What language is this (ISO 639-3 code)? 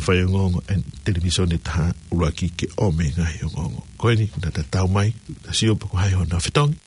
ton